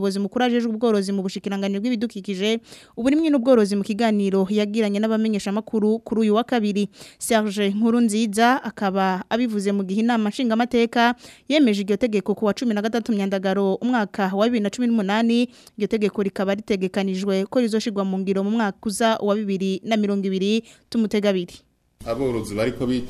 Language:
Rundi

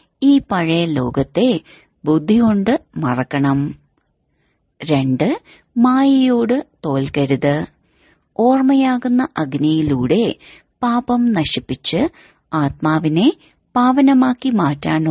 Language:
Malayalam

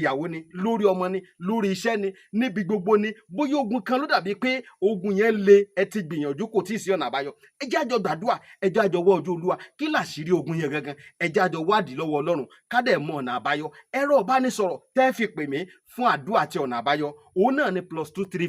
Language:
Yoruba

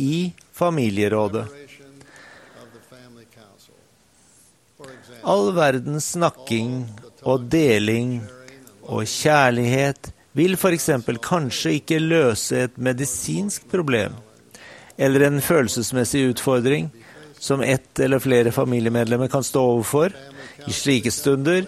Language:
Norwegian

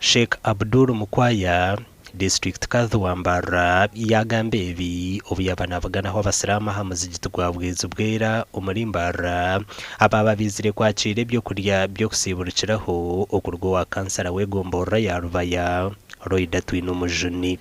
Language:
Nyankole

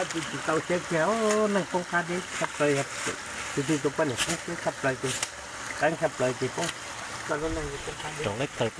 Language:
Hmong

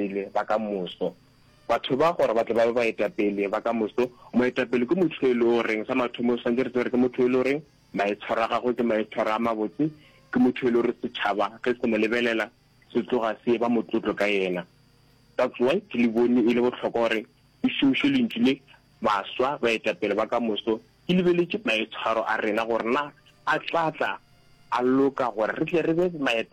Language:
Northern Sotho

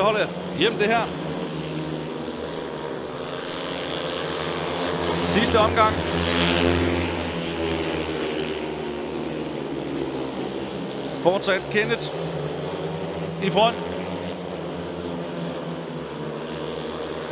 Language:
Danish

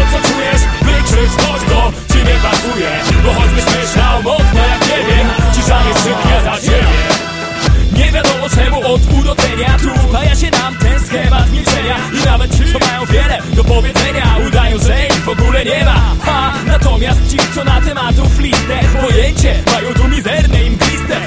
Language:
Polish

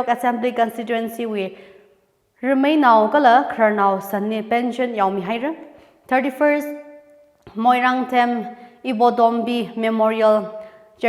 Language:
Tangkhul Naga (India)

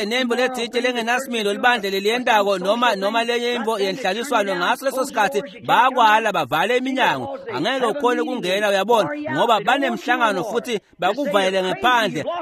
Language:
Swati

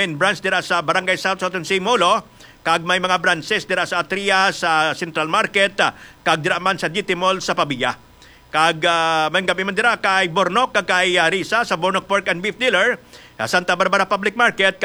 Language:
Hiligaynon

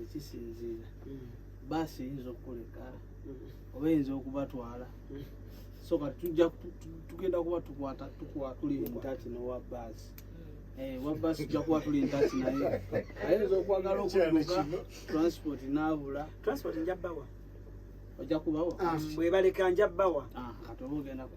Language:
Ganda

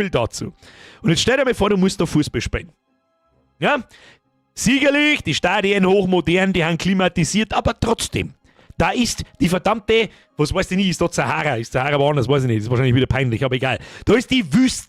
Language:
Bavarian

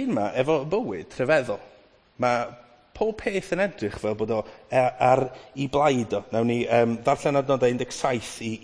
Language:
Welsh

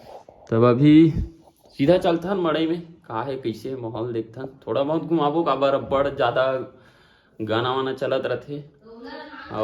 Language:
Chhattisgarhi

